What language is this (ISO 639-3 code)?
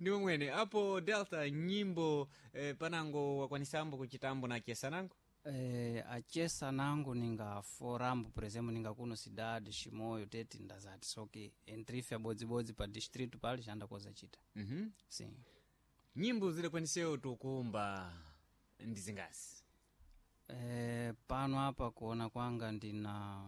seh